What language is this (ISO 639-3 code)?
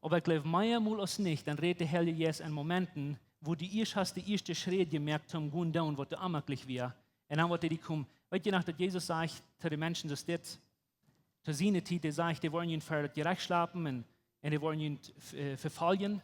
pdt